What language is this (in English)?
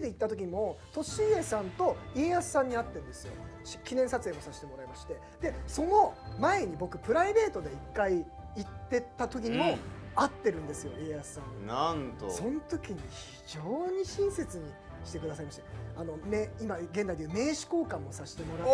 Japanese